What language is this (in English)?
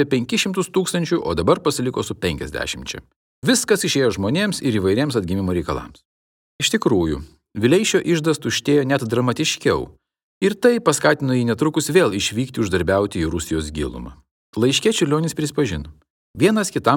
Lithuanian